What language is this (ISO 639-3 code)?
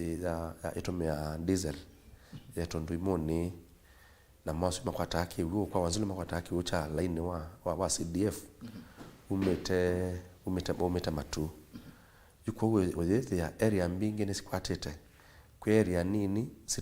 kam